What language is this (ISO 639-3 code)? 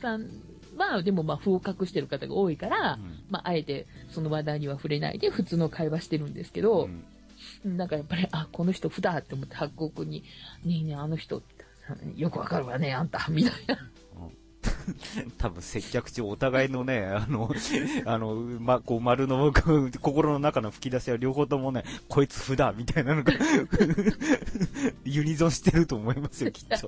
jpn